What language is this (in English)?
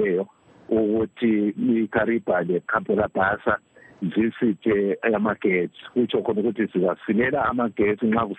North Ndebele